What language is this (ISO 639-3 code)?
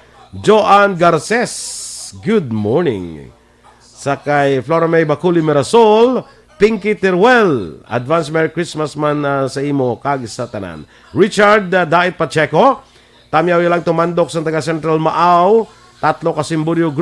hil